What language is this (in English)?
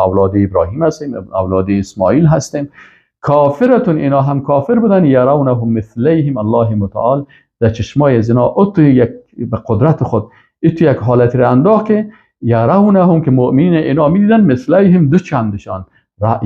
Persian